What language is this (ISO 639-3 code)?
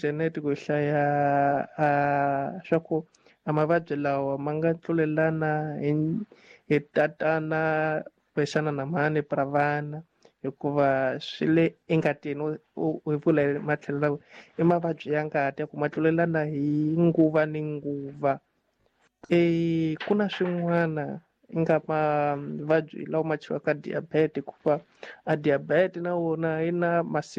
tso